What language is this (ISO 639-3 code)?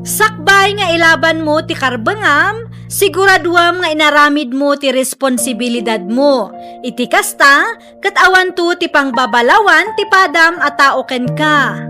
ilo